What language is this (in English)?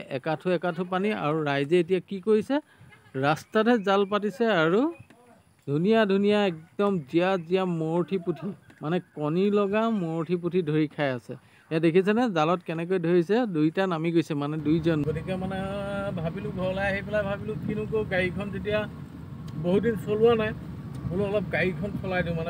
Assamese